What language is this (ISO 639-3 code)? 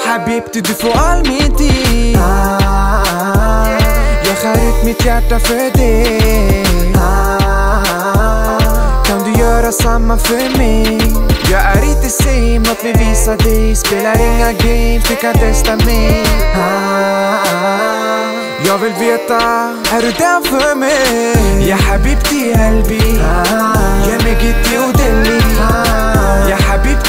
swe